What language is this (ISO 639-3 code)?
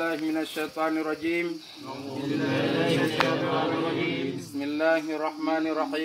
ace